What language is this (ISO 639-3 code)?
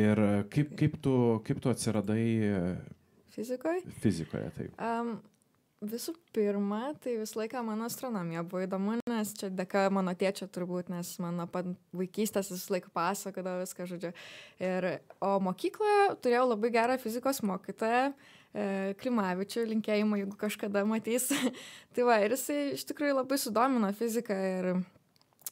lit